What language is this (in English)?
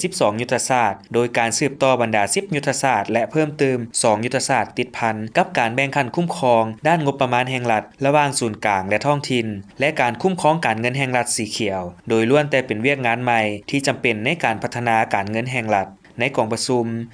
Lao